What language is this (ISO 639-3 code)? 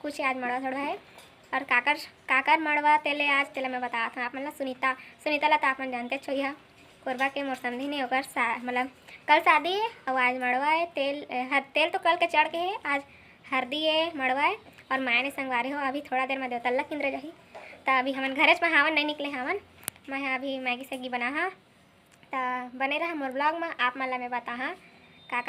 hne